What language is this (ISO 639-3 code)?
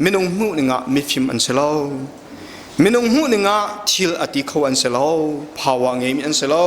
cnh